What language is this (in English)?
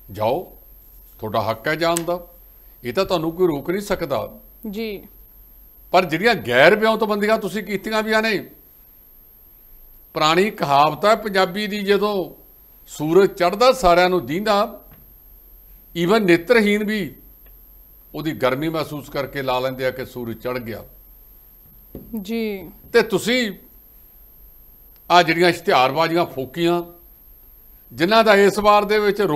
Punjabi